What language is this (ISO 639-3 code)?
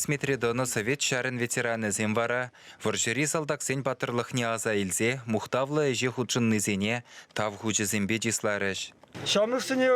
chv